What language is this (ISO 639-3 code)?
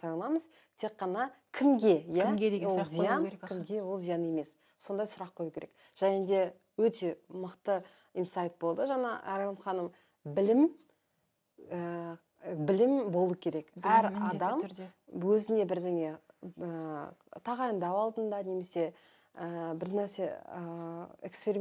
kaz